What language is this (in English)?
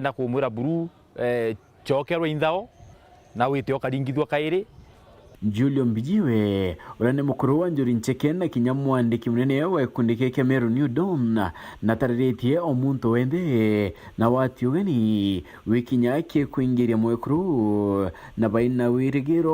Meru